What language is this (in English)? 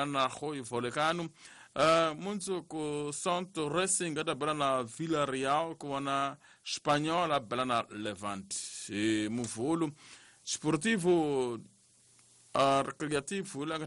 Tsonga